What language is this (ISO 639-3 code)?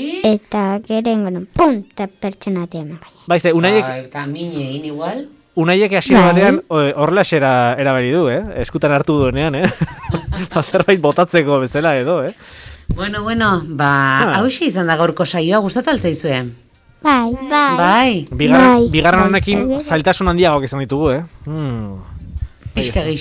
eus